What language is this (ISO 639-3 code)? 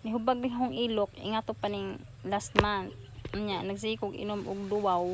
ceb